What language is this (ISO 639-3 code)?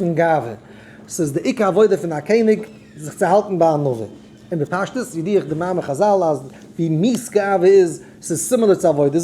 yid